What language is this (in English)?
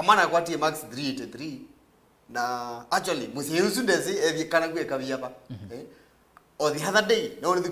Kamba